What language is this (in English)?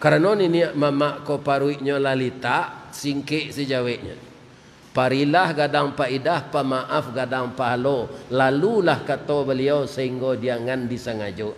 Minangkabau